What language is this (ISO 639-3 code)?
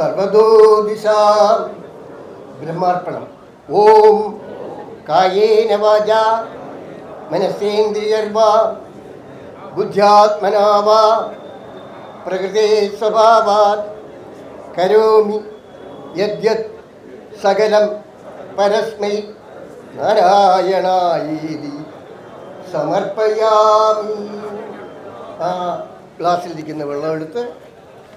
mal